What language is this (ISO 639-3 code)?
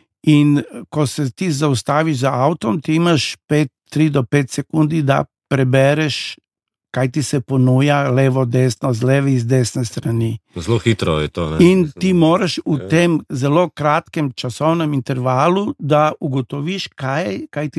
slv